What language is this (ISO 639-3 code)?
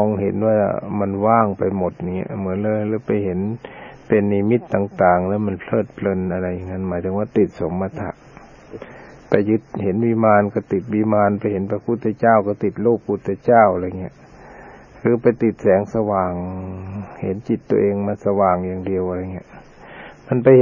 tha